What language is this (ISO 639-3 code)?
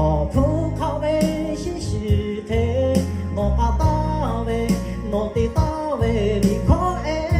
lhu